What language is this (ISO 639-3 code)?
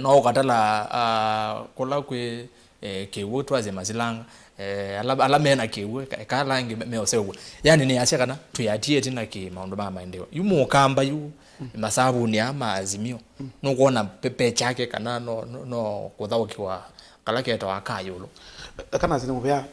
kam